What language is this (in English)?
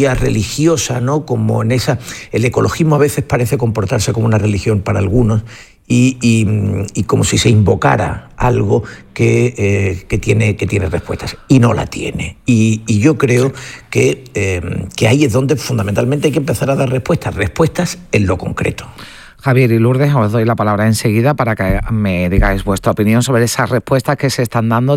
Spanish